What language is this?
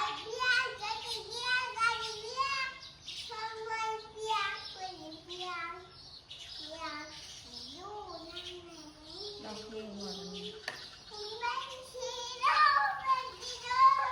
Northeastern Thai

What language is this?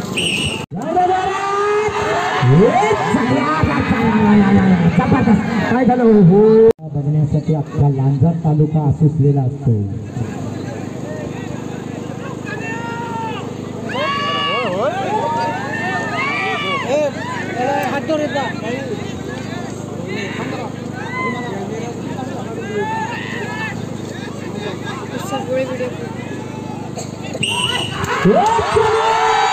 Marathi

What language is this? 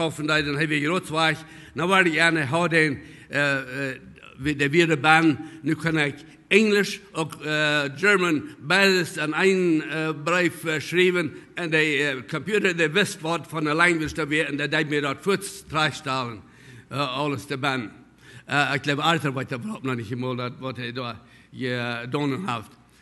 Plautdietsch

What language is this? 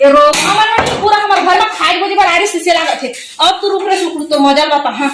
Chhattisgarhi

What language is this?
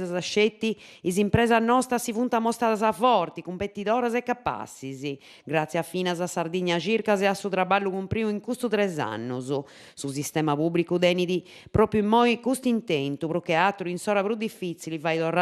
Sardinian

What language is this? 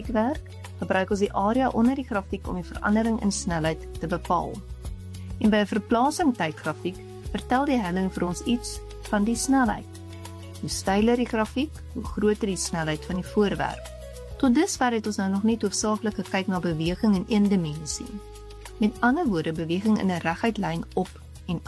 Afrikaans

